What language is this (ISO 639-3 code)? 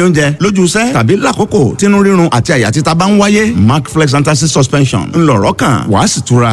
yor